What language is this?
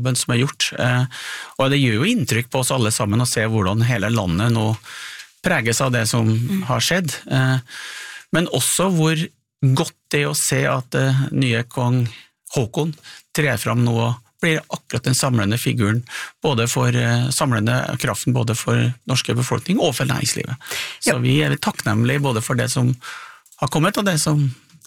Norwegian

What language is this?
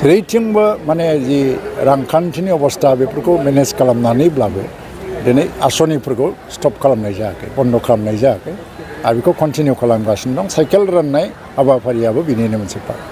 Bodo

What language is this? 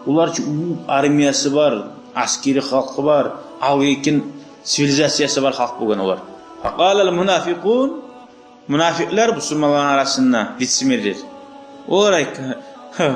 Kumyk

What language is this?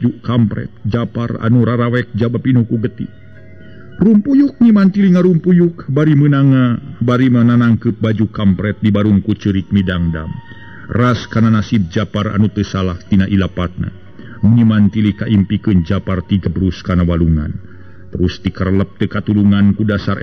Sundanese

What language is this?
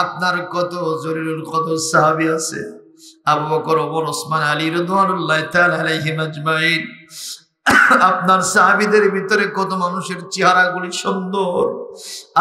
Bangla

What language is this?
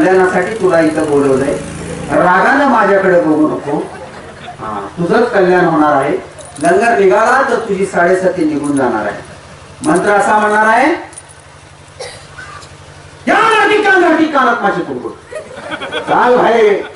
Marathi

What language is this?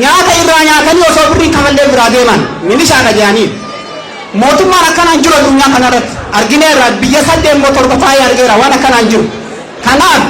Oromo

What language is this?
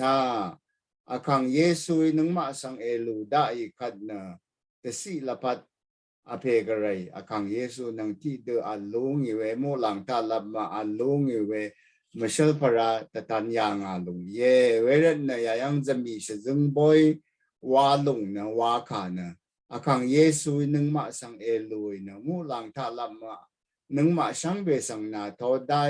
Rawang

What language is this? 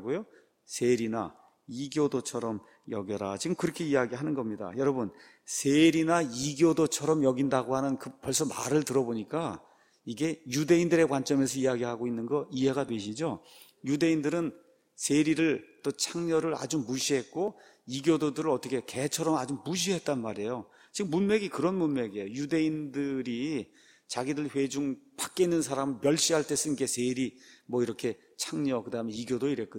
Korean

